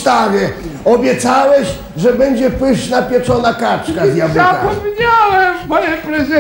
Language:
Polish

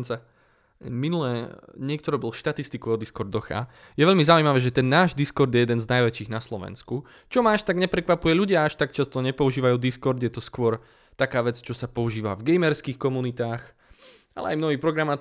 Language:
Slovak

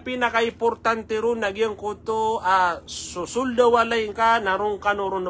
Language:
Maranao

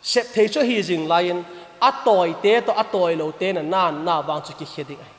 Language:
Vaiphei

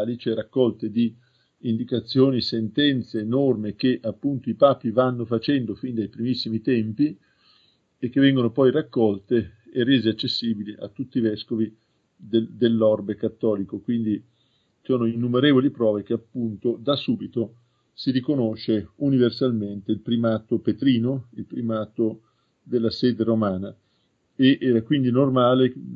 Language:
Italian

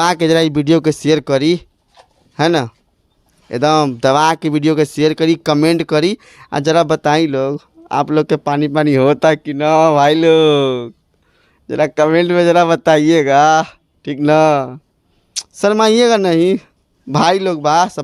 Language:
Bhojpuri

